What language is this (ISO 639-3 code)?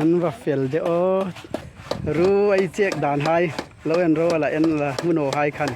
hmr